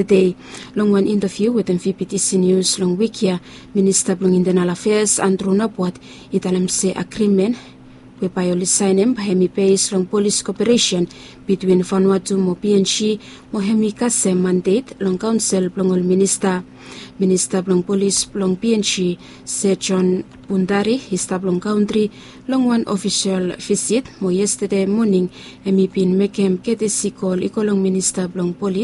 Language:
Bislama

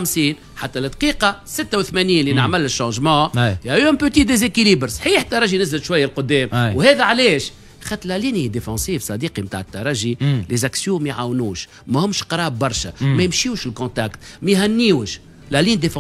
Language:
Tunisian Arabic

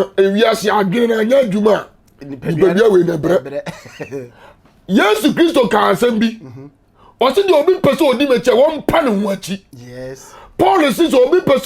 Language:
Akan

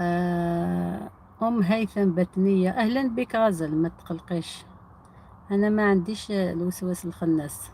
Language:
Algerian Arabic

